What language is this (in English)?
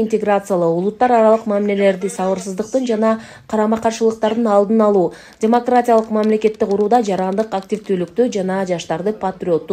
Kyrgyz